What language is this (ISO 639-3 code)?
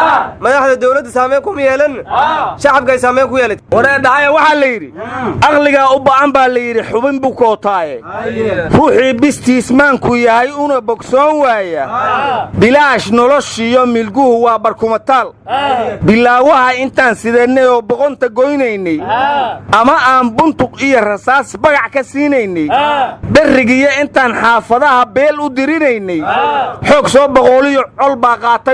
som